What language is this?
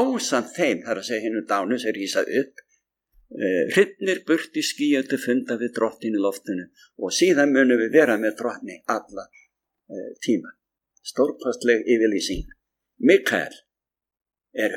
Icelandic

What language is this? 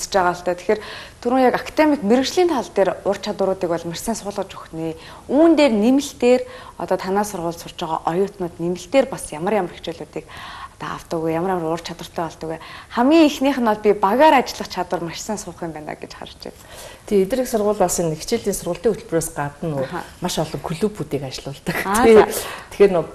Mongolian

